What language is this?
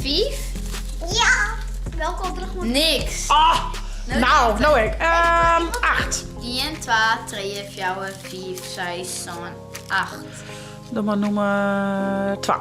Western Frisian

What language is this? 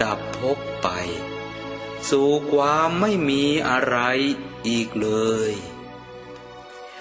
Thai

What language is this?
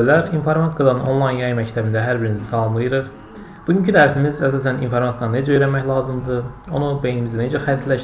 Azerbaijani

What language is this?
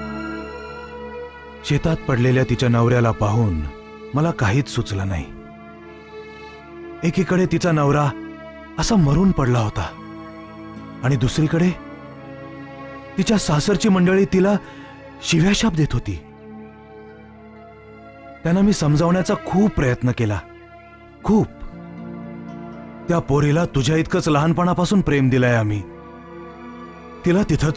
Marathi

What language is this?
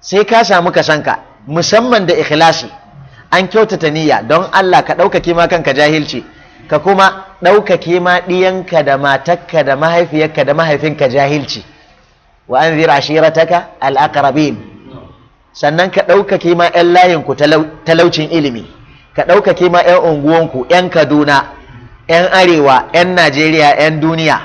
Hausa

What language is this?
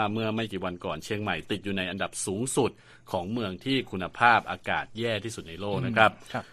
Thai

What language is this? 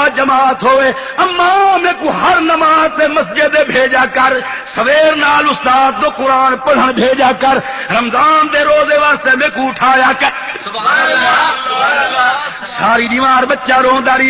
Saraiki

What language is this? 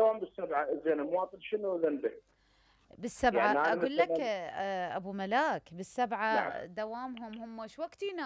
Mesopotamian Arabic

